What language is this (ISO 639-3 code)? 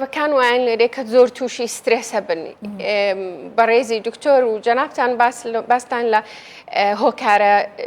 ckb